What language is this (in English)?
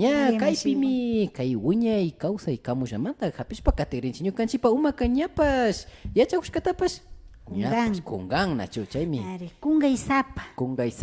Imbabura Highland Quichua